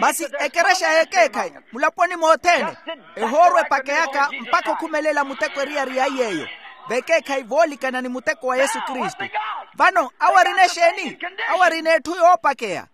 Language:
Makhuwa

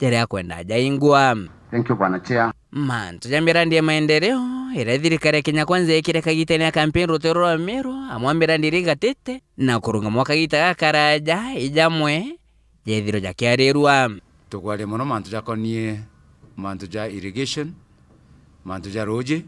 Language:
Meru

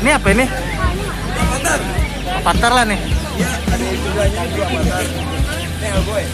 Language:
Banjar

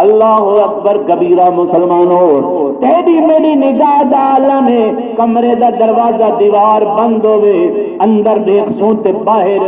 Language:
Saraiki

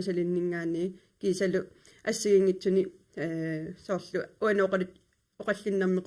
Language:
Kalaallisut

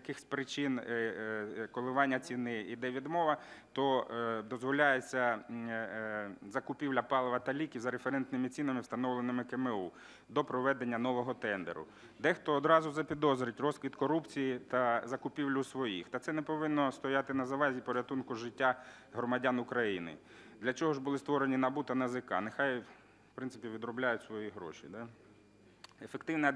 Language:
Ukrainian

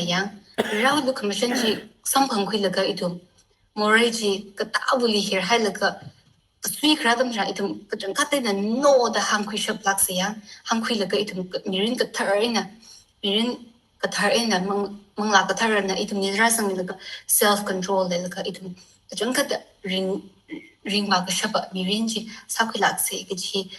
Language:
Tangkhul Naga (India)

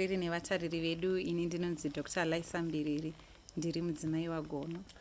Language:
Shona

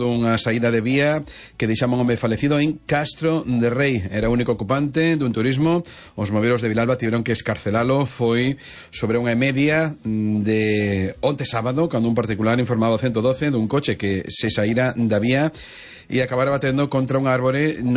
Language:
Galician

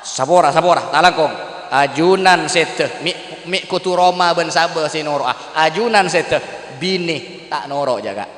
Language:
Madurese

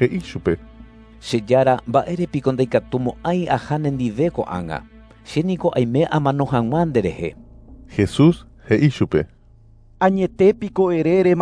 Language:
Guarani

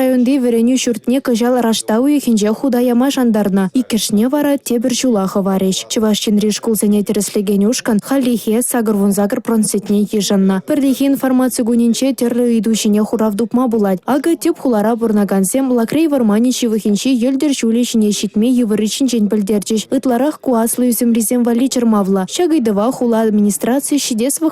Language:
Chuvash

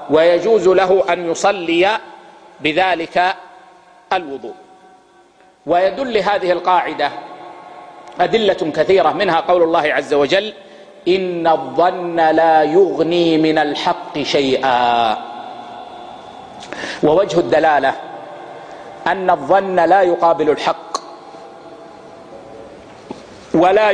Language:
Arabic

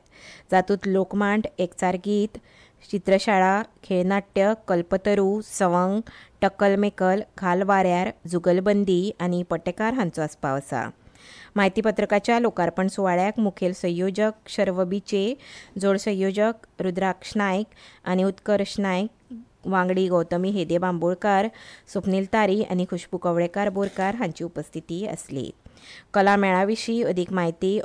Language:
Konkani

